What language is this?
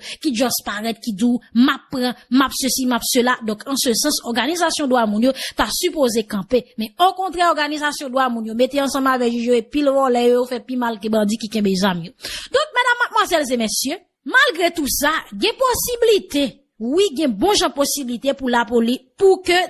Haitian Creole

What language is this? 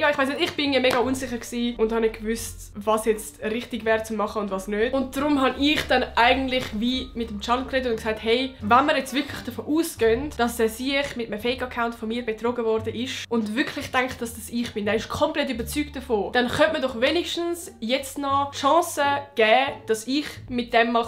Swiss German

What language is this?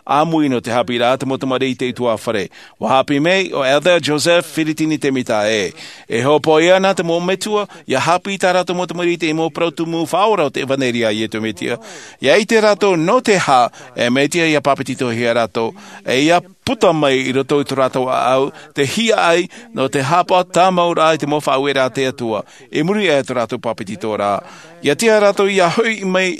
Tahitian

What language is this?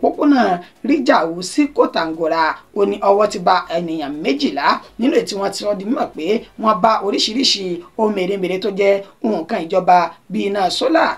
Yoruba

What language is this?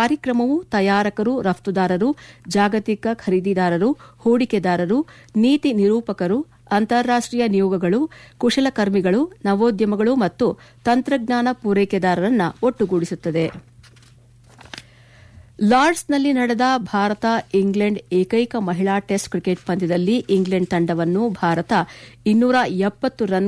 Kannada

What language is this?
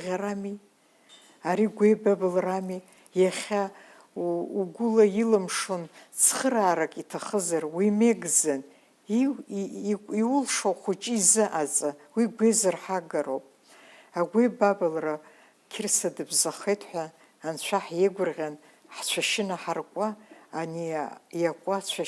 Abkhazian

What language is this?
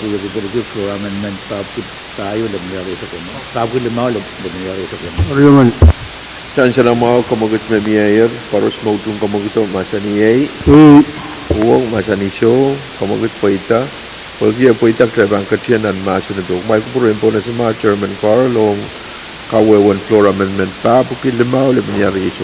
Pohnpeian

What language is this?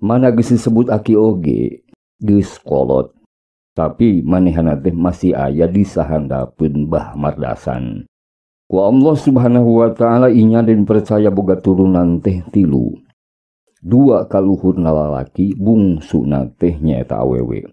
Sundanese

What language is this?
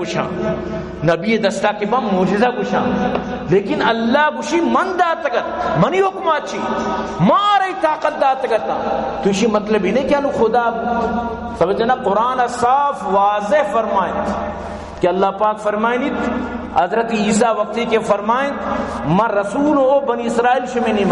Baluchi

